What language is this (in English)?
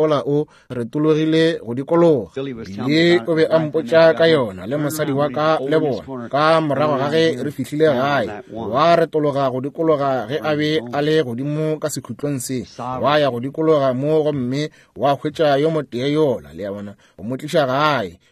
Northern Sotho